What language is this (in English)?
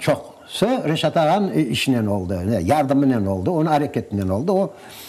Crimean Tatar